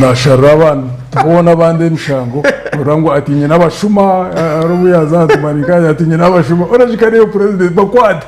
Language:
Nyankole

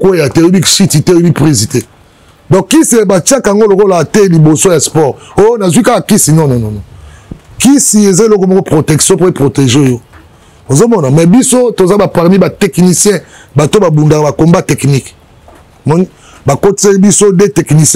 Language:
Lingala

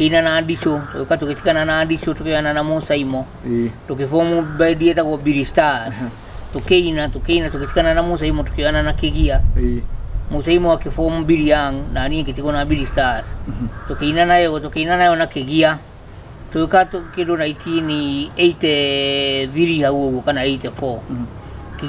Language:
Kikuyu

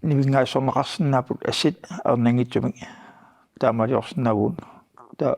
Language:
Kalaallisut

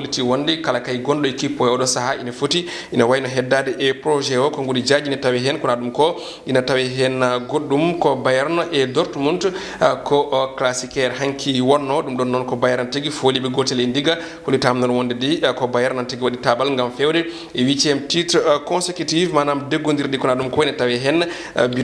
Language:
Fula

